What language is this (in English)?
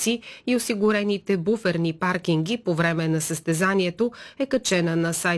Bulgarian